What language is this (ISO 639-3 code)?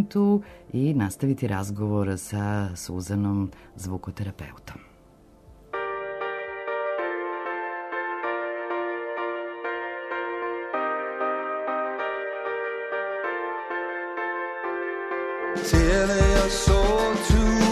srp